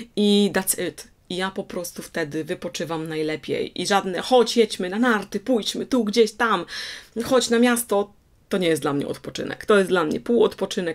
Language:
Polish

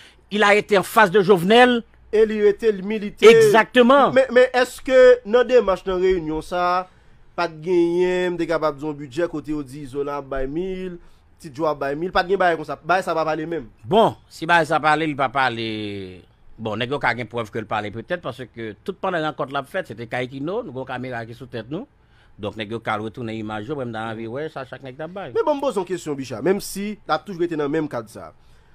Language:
Haitian Creole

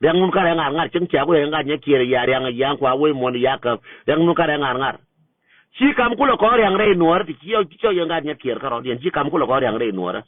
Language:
Nuer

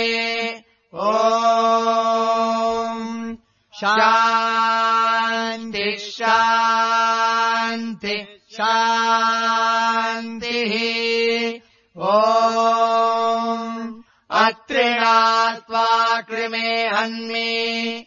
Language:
Sanskrit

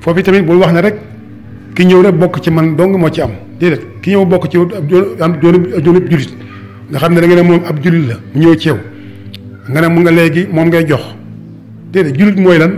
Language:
Wolof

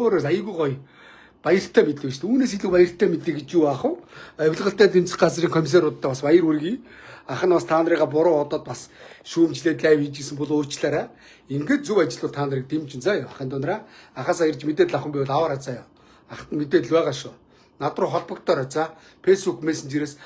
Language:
Mongolian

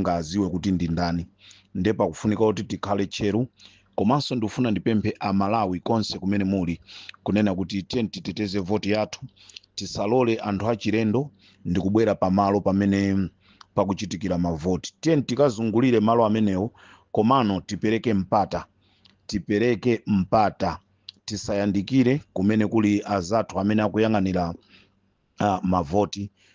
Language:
Nyanja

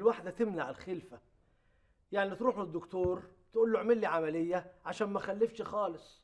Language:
Egyptian Arabic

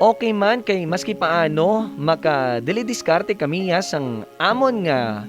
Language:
Hiligaynon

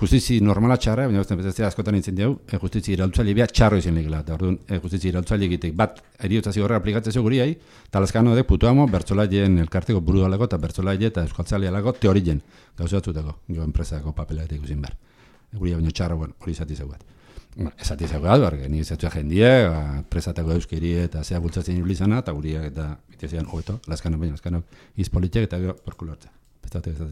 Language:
Basque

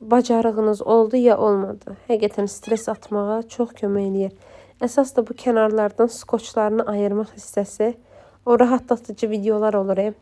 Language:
Azerbaijani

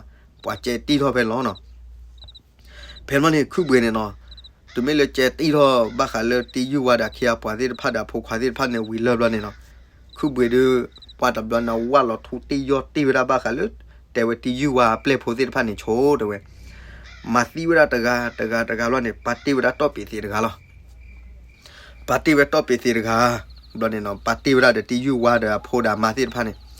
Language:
S'gaw Karen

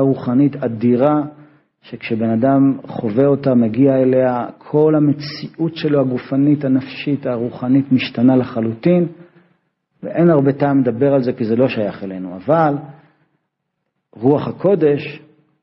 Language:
Hebrew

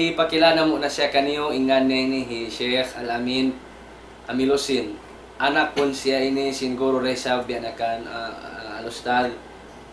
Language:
Tausug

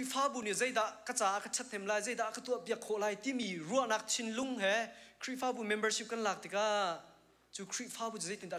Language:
Hakha Chin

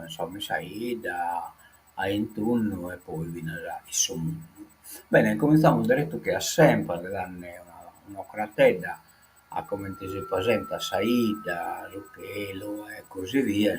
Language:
Sardinian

